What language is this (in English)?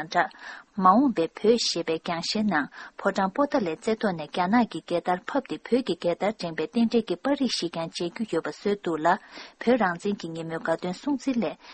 Tibetan